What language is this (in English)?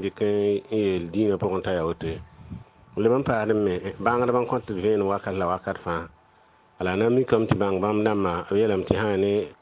Mossi